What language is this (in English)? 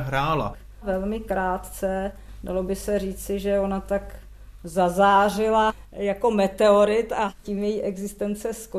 Czech